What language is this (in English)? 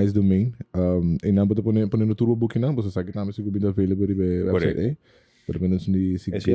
Papiamento